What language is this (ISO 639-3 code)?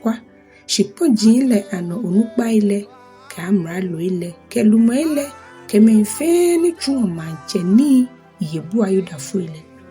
gaa